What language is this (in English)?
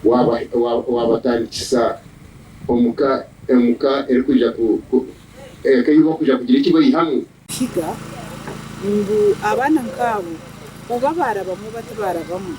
Nyankole